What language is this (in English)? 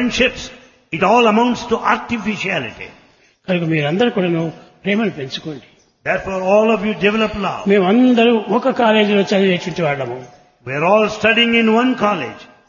Telugu